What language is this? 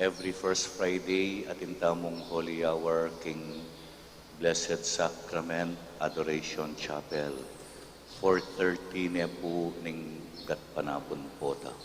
Pampanga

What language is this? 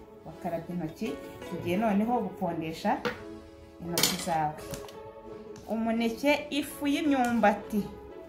Kinyarwanda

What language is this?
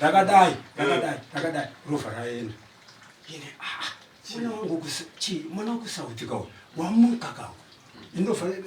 Shona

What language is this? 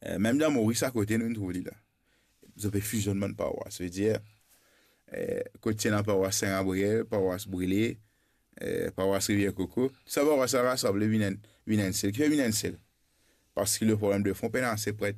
Morisyen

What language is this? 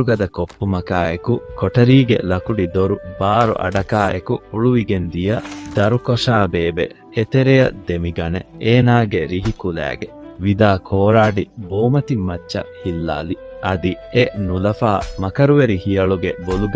Divehi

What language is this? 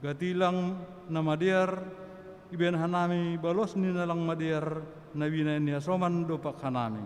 Batak Simalungun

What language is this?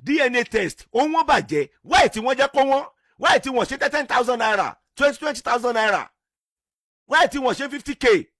Yoruba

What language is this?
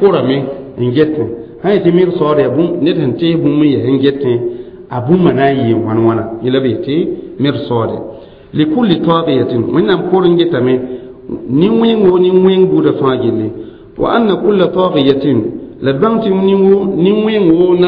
Mossi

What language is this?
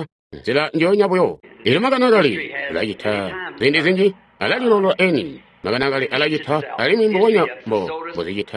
Tonga (Zambia)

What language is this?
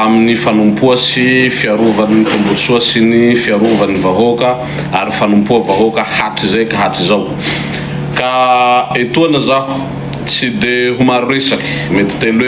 Malagasy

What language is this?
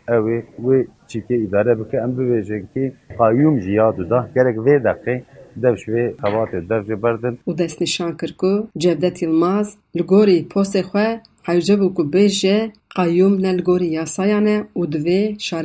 Kurdish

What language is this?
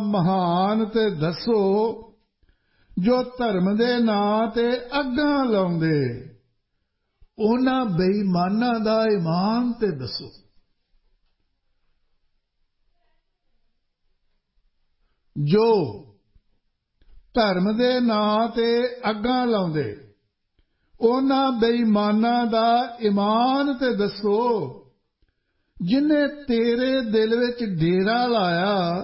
Punjabi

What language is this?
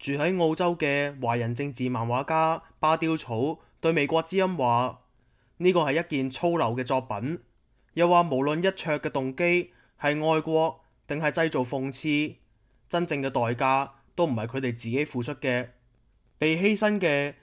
Cantonese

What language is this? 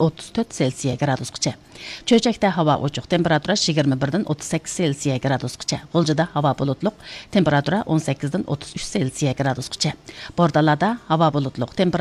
Uyghur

